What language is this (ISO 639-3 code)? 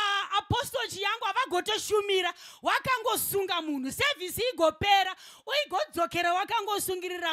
sna